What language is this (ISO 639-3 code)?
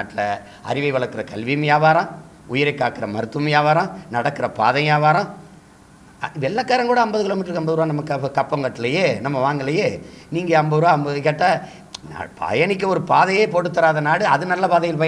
tam